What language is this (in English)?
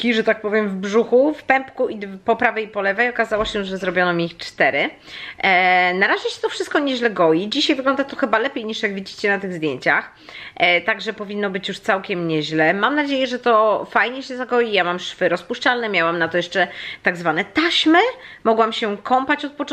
Polish